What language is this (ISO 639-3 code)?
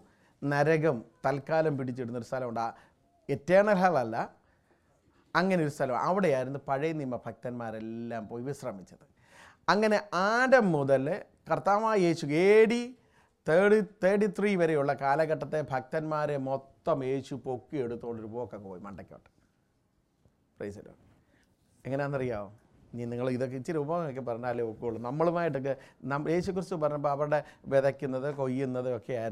mal